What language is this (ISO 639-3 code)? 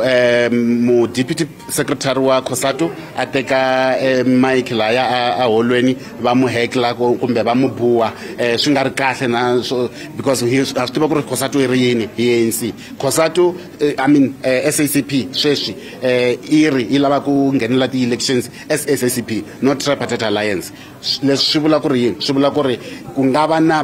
tso